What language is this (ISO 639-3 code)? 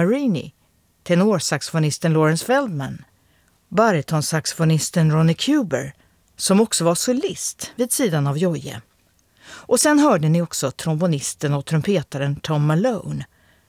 swe